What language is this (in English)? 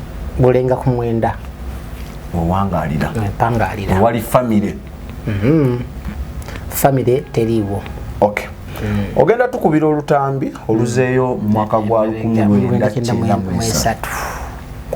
Ganda